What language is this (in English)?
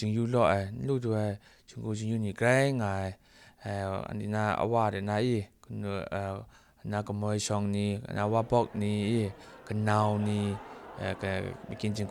Kachin